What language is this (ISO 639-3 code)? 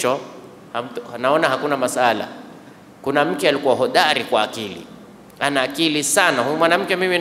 swa